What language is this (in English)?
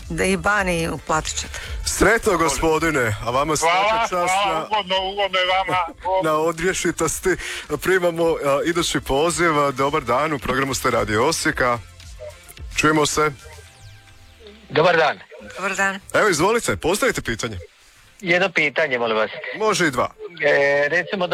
Croatian